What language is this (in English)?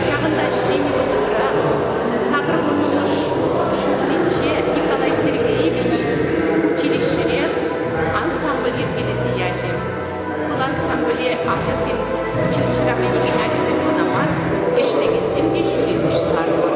Chuvash